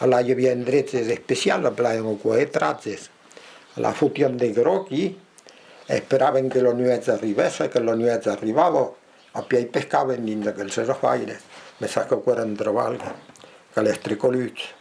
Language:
Occitan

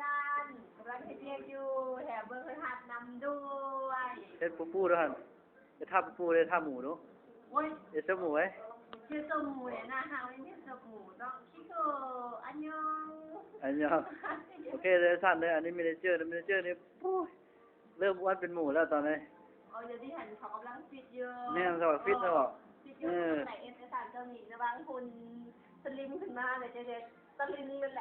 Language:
Lao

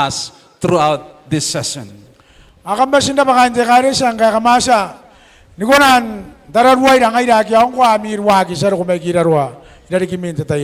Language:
Gilbertese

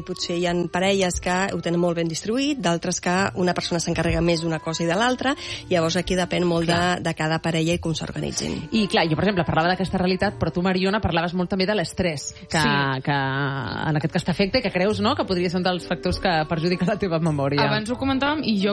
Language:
Catalan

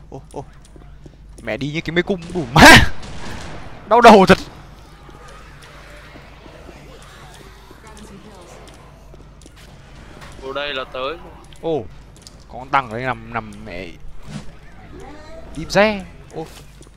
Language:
Vietnamese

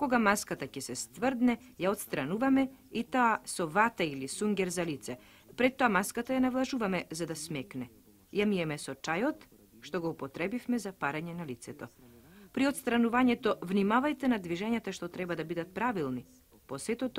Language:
Macedonian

